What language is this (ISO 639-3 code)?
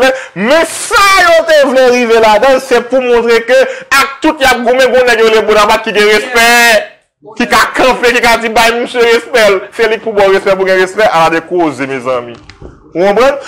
hat